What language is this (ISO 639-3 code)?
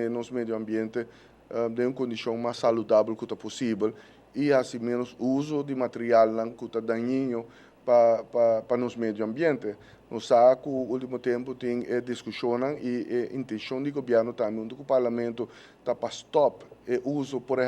pap